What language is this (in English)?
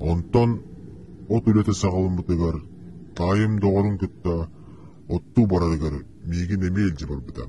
Yakut